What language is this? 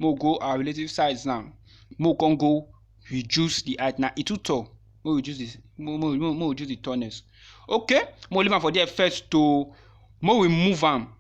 Nigerian Pidgin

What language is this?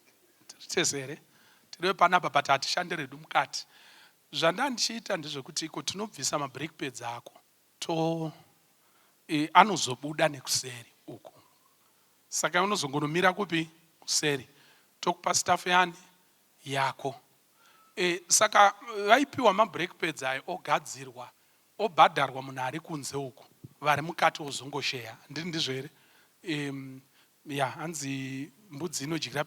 Shona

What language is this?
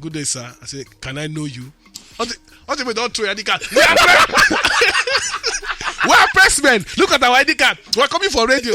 Nigerian Pidgin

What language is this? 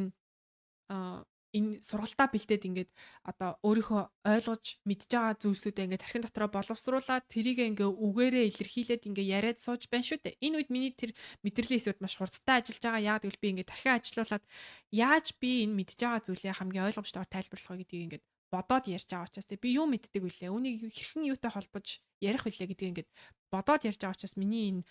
Mongolian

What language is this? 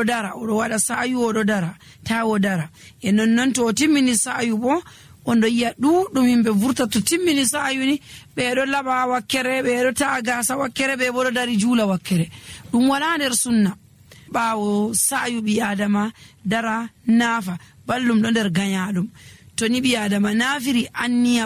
Nigerian Fulfulde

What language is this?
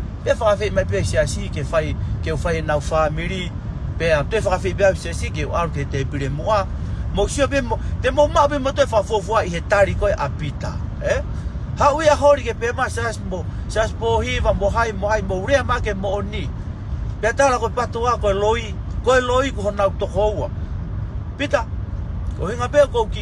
Tongan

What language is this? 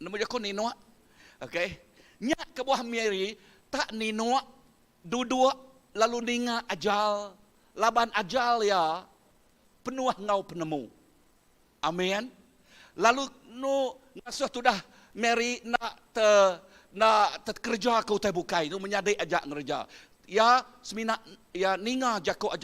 Iban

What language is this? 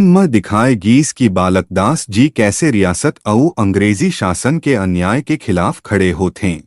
Chhattisgarhi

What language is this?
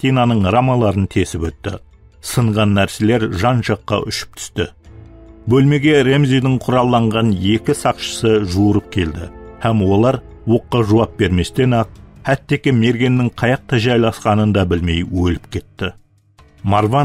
Kara-Kalpak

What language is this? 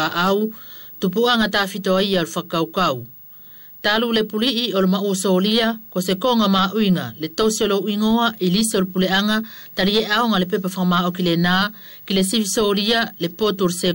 East Futuna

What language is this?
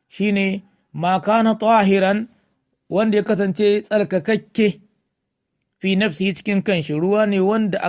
Hausa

